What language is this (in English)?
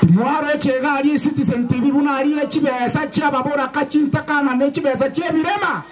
Gusii